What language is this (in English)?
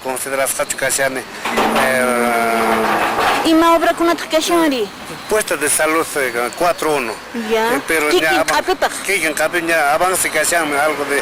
Quechua